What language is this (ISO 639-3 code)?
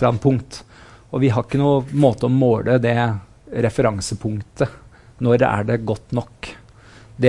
nor